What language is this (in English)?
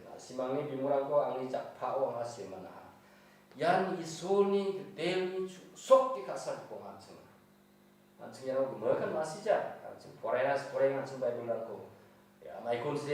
Garo